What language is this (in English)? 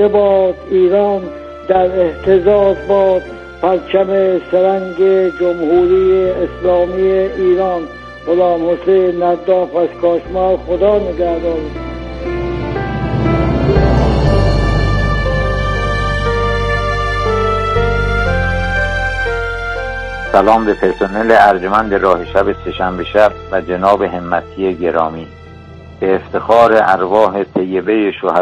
Persian